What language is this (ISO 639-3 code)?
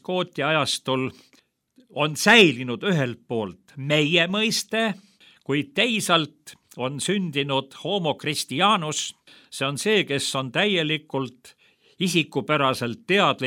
est